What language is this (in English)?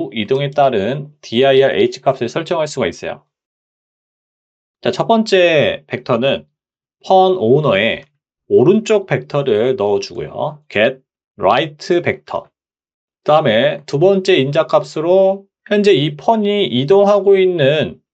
Korean